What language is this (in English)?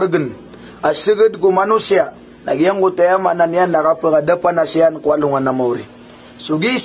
Maranao